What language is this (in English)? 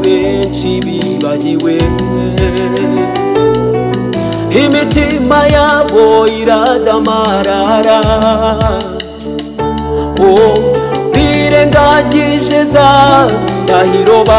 Kinyarwanda